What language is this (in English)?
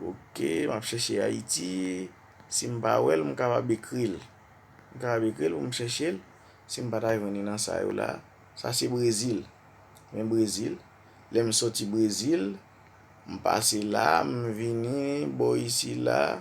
Haitian Creole